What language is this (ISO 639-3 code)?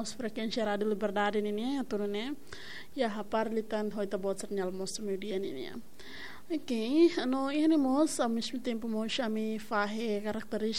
tet